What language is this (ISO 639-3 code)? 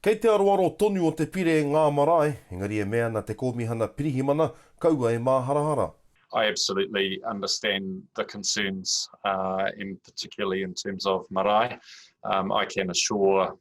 mri